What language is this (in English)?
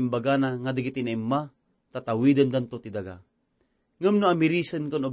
Iloko